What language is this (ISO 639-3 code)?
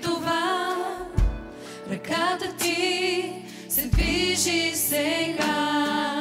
bul